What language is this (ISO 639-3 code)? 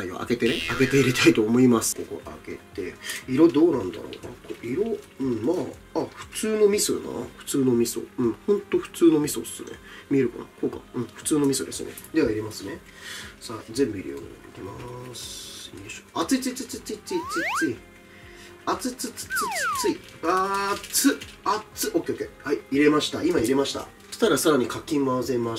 jpn